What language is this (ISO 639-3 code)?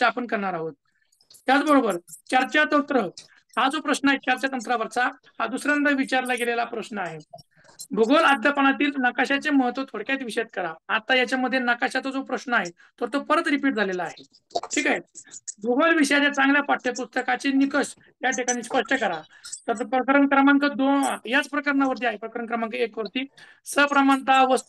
mar